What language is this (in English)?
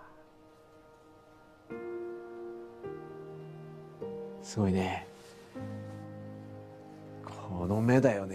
Japanese